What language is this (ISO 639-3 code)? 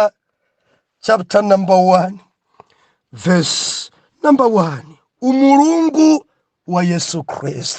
nya